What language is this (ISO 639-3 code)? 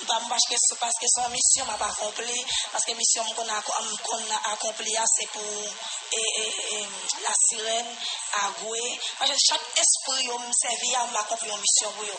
hat